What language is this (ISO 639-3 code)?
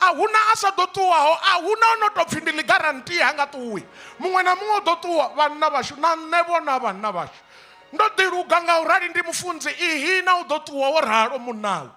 ven